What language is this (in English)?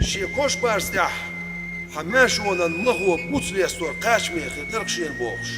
Chechen